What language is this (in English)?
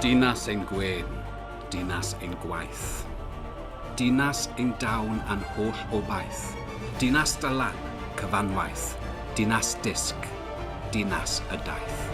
Welsh